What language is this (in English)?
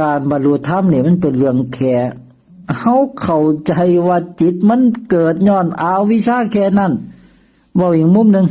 Northeastern Thai